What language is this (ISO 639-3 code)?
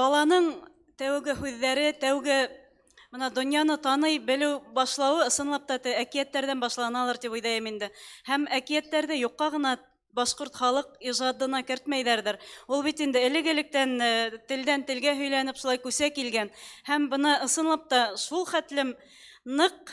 bak